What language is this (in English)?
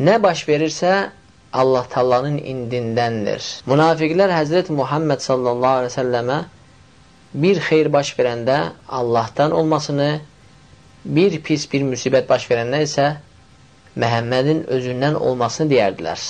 Azerbaijani